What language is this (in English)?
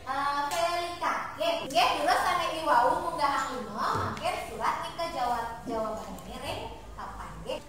Balinese